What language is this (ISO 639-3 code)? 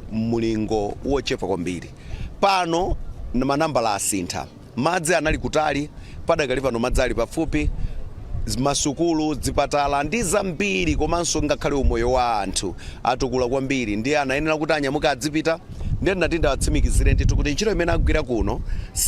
nya